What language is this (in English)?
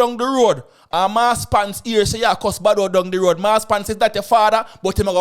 Jamaican Creole English